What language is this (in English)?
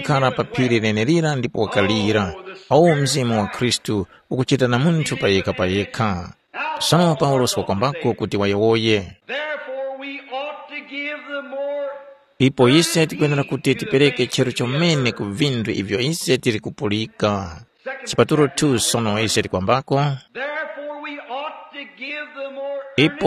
Tumbuka